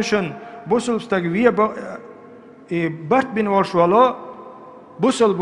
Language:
Chechen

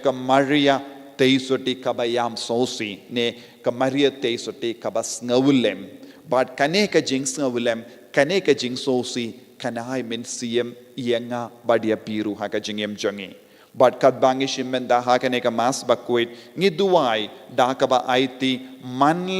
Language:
Khasi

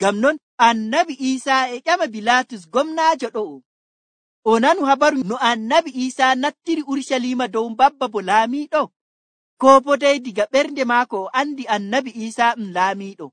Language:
Nigerian Fulfulde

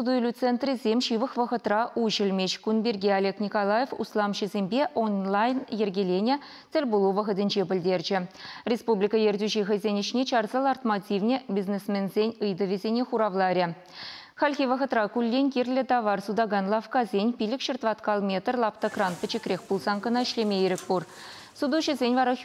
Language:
Chuvash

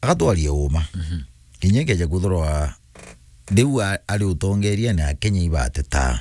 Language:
Meru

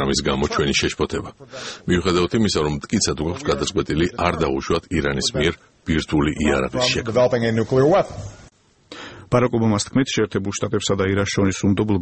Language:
Georgian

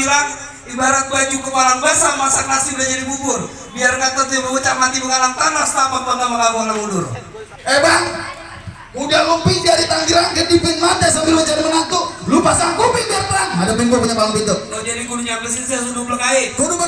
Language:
Betawi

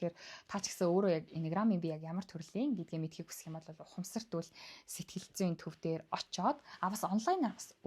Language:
Mongolian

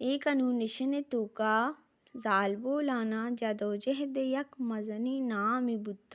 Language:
Baluchi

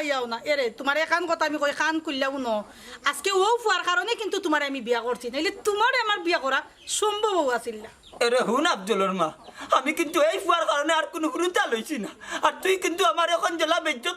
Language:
Sylheti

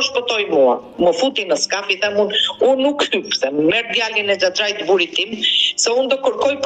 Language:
Albanian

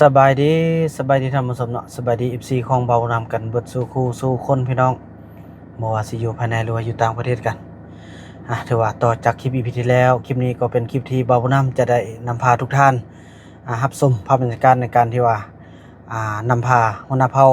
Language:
Northeastern Thai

